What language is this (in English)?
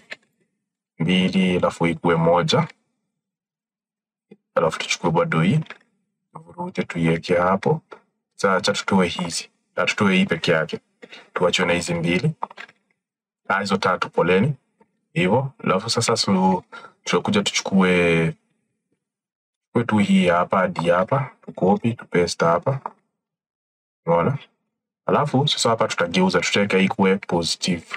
Swahili